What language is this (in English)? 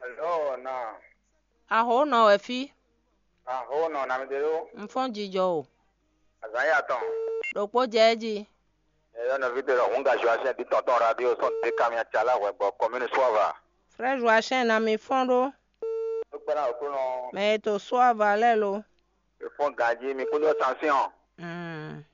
Fon